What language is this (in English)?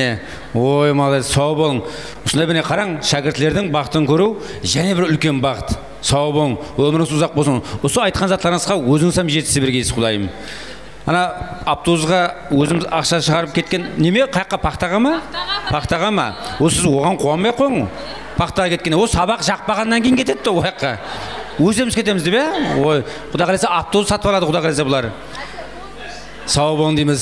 Kara-Kalpak